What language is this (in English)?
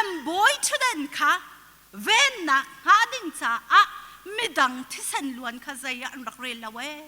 Hakha Chin